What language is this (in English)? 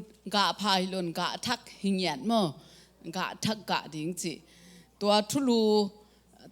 Tedim Chin